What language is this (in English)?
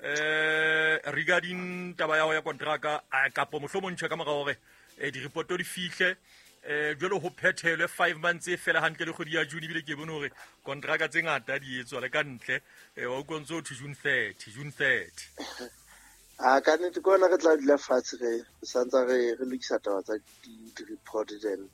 Southern Sotho